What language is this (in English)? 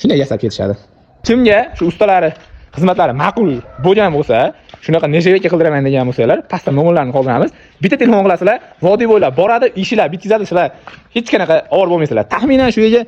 Uzbek